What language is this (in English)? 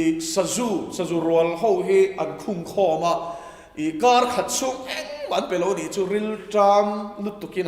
Mizo